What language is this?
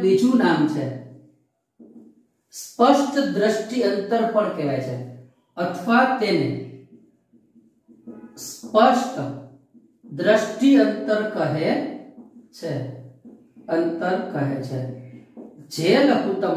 Gujarati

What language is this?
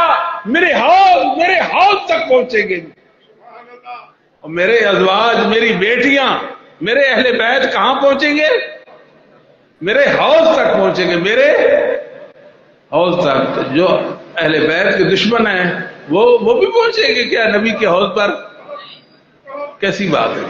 Urdu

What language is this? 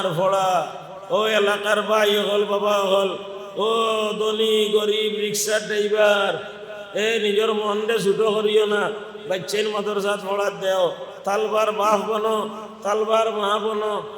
Sylheti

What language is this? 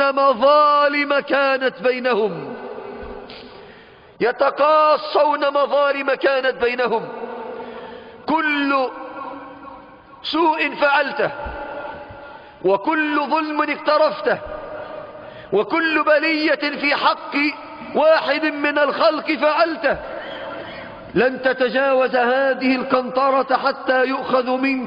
Arabic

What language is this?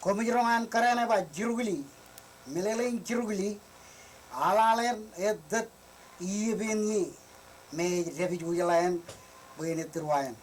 Marshallese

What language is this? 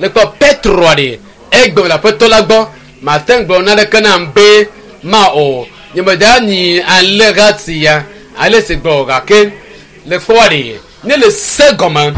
Ewe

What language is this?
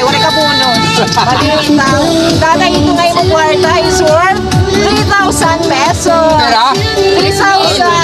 Waray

